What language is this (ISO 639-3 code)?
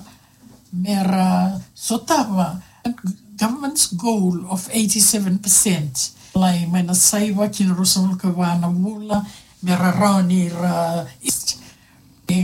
fij